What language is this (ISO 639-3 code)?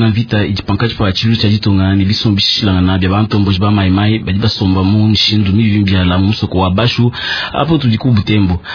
lua